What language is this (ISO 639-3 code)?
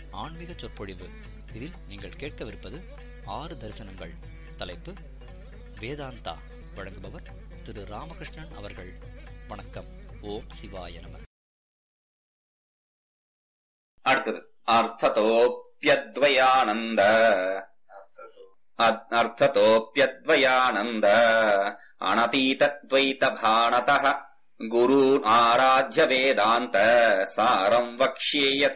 tam